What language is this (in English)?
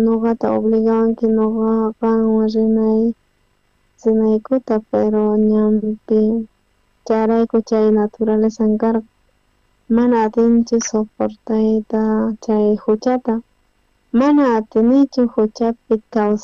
South Bolivian Quechua